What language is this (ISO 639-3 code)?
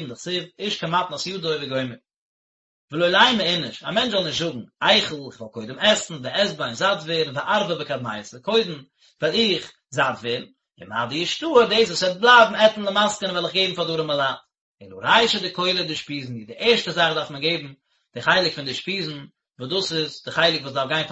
yid